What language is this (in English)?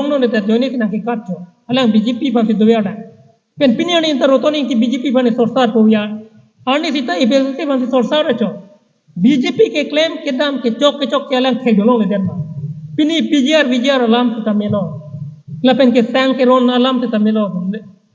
Karbi